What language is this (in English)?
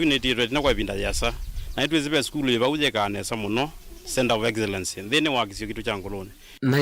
Kamba